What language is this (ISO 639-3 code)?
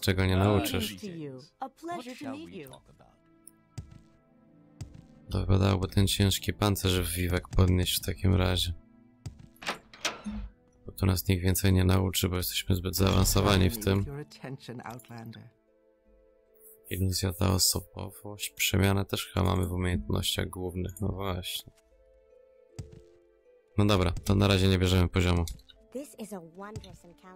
pol